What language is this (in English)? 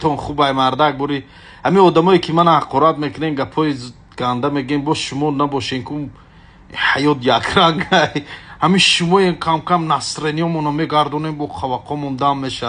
Tajik